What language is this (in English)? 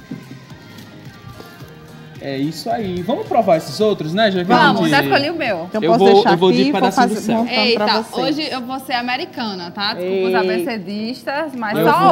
Portuguese